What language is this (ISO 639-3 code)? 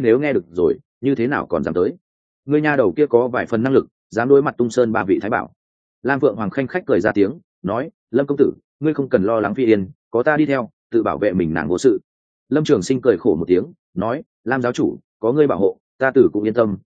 vie